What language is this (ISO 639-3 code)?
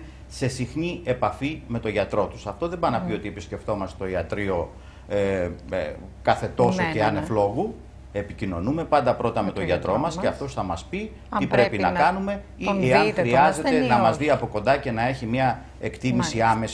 ell